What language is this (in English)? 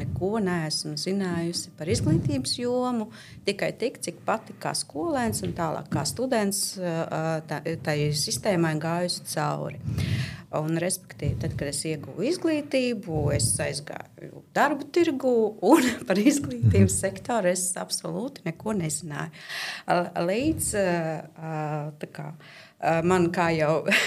Latvian